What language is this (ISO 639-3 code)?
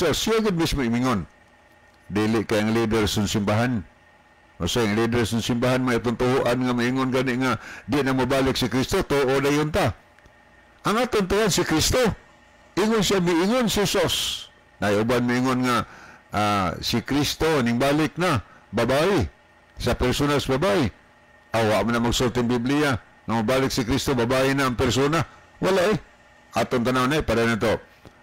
ceb